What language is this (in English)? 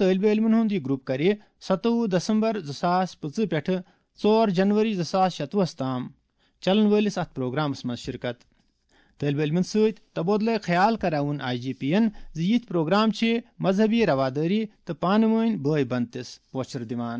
Kashmiri